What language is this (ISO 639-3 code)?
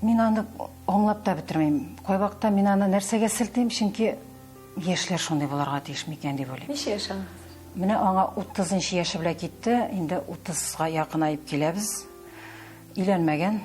tat